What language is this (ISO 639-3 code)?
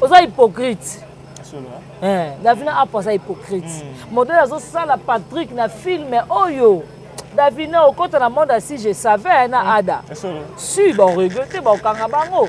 lin